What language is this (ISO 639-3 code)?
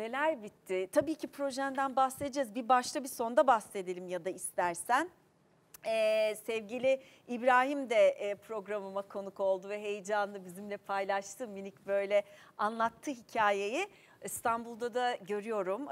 tur